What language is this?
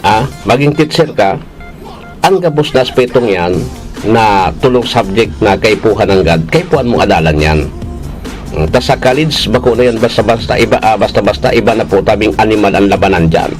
Bikol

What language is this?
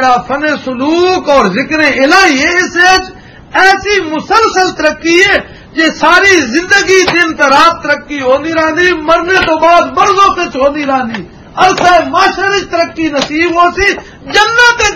Western Panjabi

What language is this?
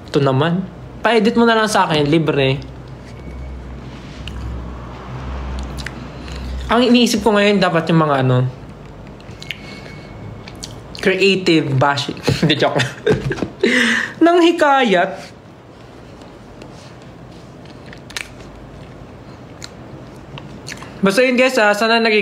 Filipino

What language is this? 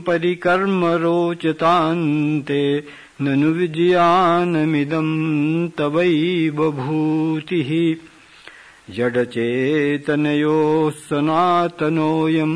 Sanskrit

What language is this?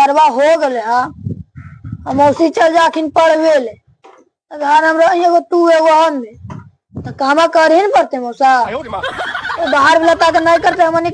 Magahi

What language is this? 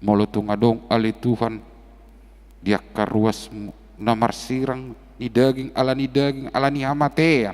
Batak Toba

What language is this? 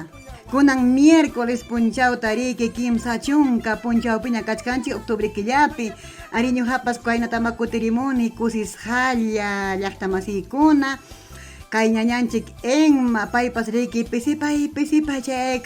Ayacucho Quechua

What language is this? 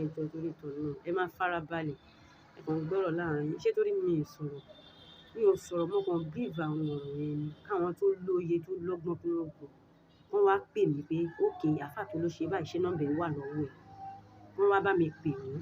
Yoruba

